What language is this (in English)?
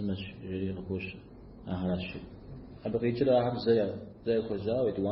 Kabardian